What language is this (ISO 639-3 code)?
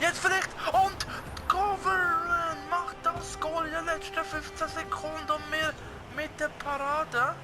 gsw